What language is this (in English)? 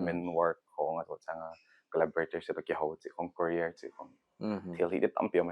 Paite Chin